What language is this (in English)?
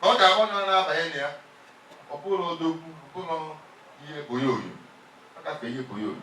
Igbo